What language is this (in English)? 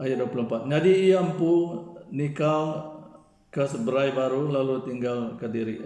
Iban